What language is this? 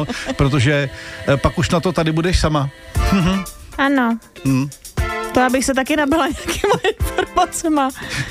Czech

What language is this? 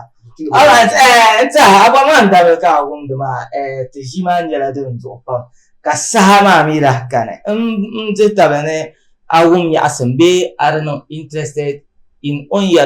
Dagbani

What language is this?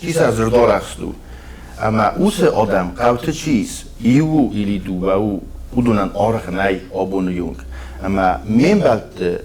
Ossetic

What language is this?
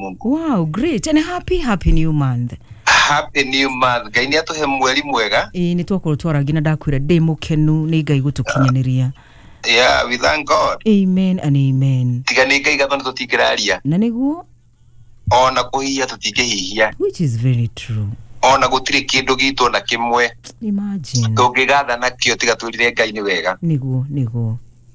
Kikuyu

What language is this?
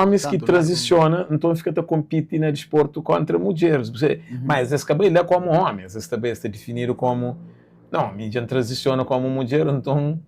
Kabuverdianu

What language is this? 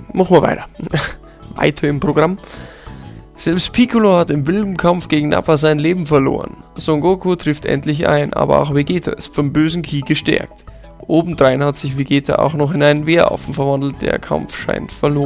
Bavarian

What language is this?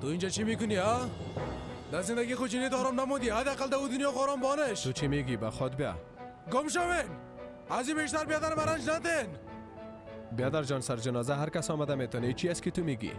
Persian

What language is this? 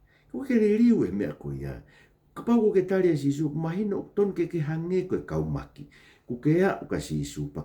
Tongan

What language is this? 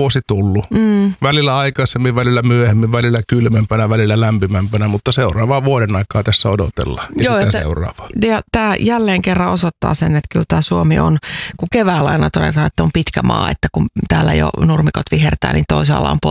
Finnish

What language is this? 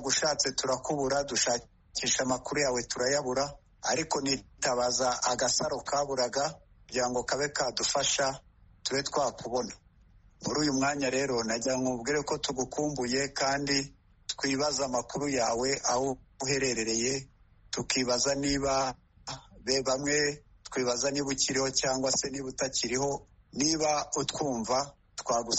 Kinyarwanda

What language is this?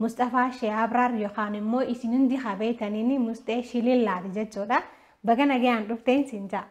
Oromo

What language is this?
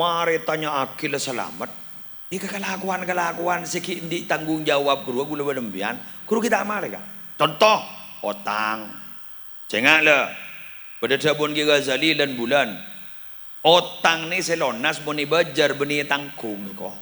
Madurese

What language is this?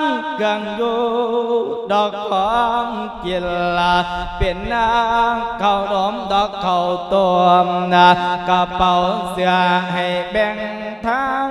Lao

